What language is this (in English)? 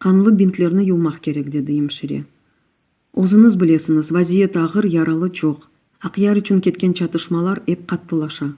Crimean Tatar